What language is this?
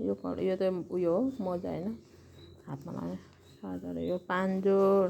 Nepali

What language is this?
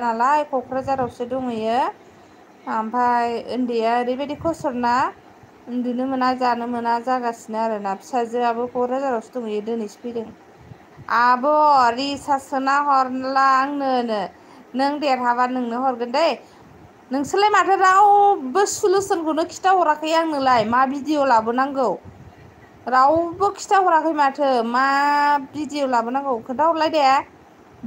Bodo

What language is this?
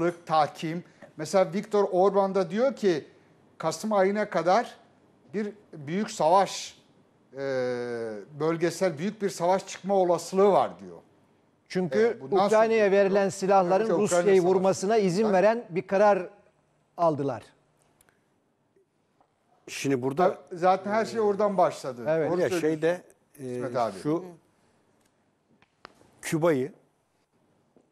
Turkish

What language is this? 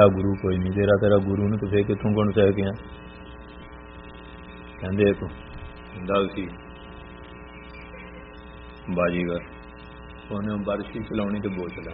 Punjabi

